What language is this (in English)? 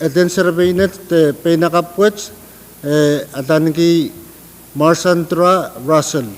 Pohnpeian